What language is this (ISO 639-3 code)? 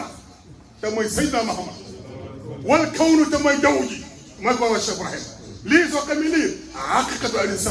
wol